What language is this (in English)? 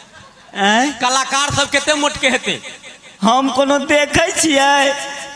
Maithili